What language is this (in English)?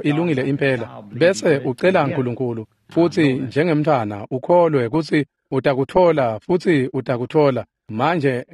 Swati